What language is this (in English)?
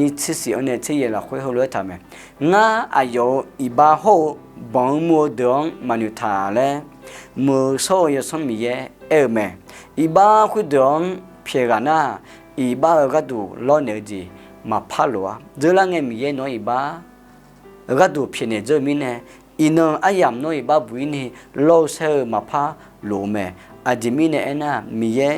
Akha